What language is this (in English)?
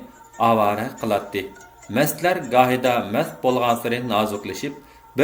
Uyghur